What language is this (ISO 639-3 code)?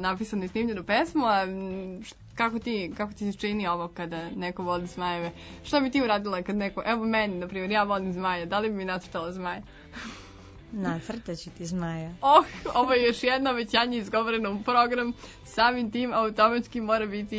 srp